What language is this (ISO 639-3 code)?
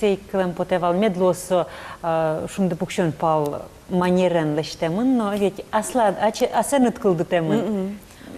udm